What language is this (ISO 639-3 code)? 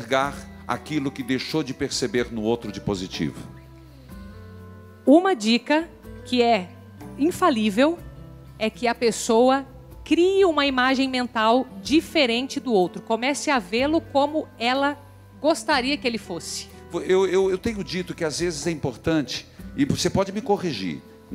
por